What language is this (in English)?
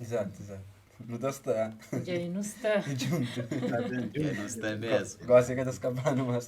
Kabuverdianu